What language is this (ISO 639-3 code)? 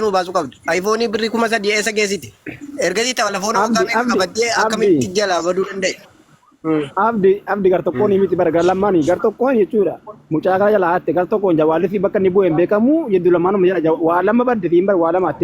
orm